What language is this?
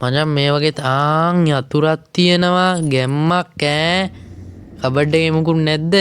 Sinhala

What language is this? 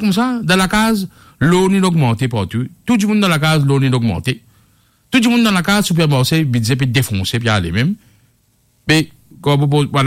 Morisyen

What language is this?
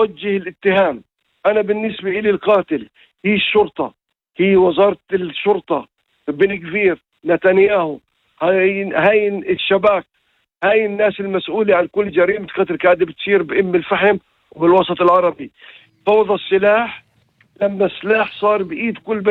North Levantine Arabic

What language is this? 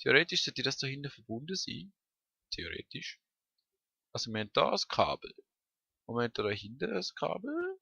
Swiss German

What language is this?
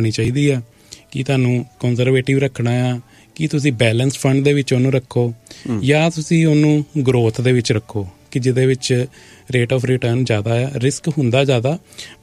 Punjabi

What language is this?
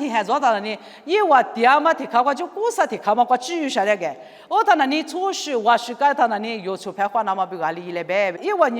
Lisu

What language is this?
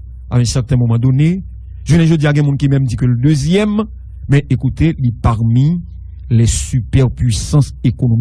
Haitian Creole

